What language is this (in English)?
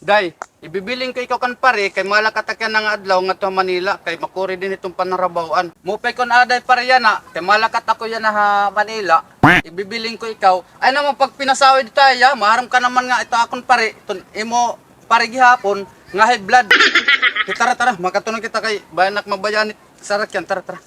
Waray